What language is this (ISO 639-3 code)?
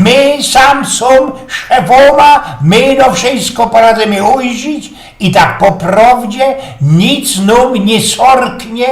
szl